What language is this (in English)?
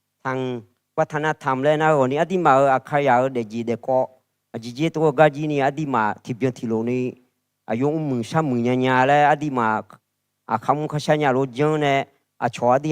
Akha